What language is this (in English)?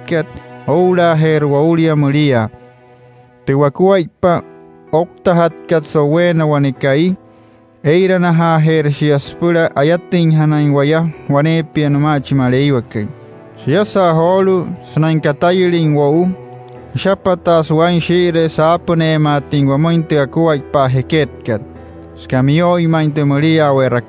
Wayuu